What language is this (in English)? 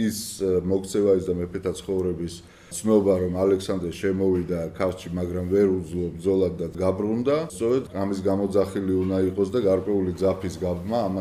Georgian